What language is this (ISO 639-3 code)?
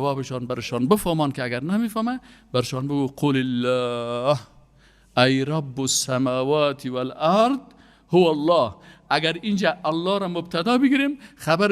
fas